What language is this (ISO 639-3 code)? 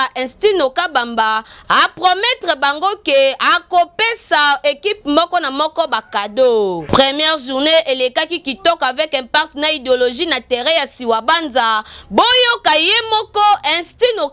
lin